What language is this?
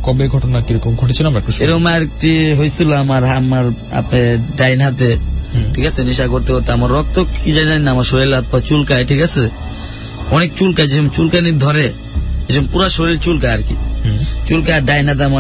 Bangla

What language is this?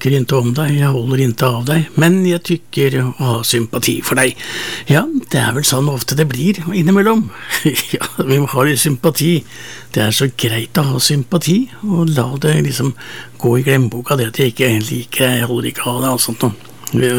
Norwegian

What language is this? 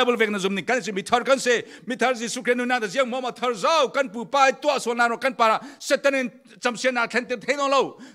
Falam Chin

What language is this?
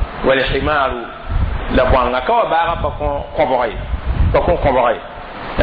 Mossi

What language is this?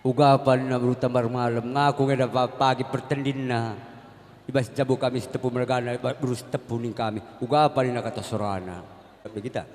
Batak Karo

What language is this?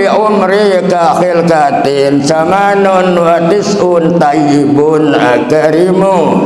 Sasak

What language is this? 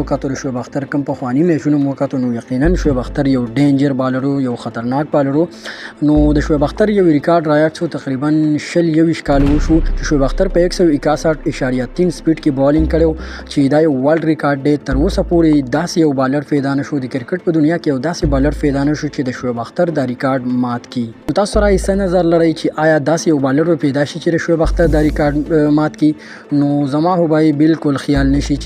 Pashto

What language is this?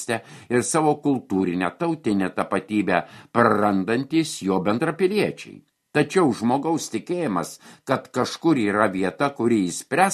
Lithuanian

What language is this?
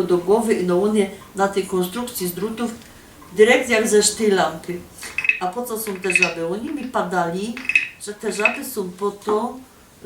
Silesian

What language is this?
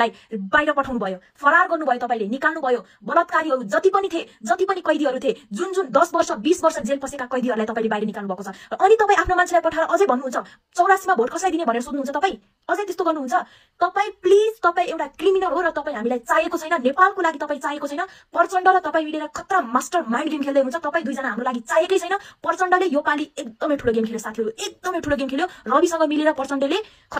Nepali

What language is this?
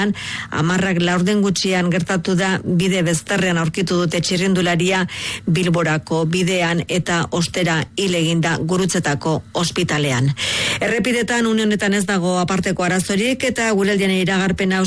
Basque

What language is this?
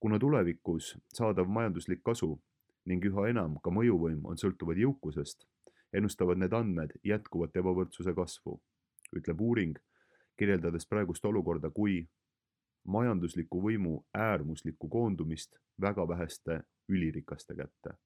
Estonian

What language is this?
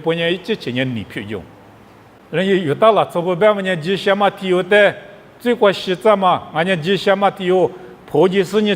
Lisu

